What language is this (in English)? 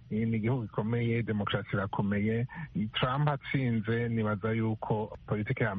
Kinyarwanda